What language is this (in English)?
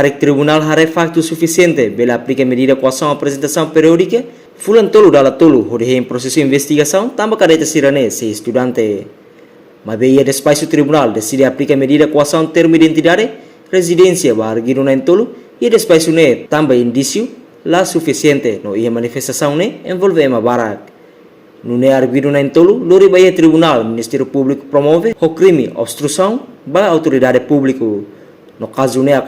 Tetum